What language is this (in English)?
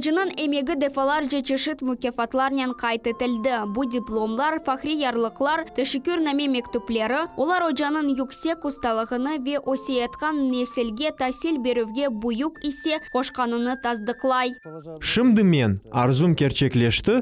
Crimean Tatar